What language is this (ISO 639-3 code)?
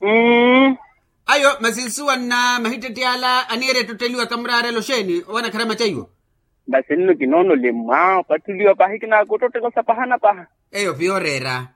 vmw